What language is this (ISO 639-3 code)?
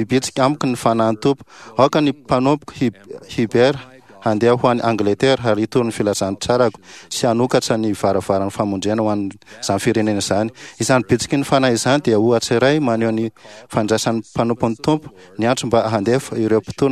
mlg